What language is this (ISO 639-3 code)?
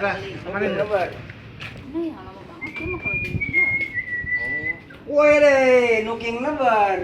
bew